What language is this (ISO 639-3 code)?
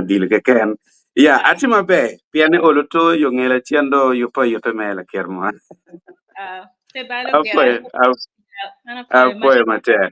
ach